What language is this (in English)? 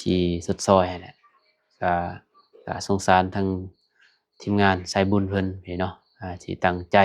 Lao